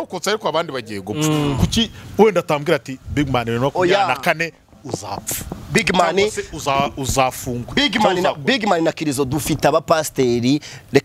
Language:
Kinyarwanda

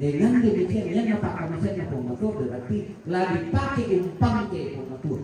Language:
Toraja-Sa'dan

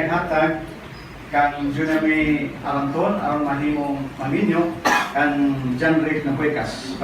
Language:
Cebuano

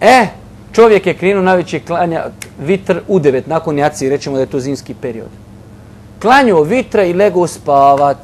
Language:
Bosnian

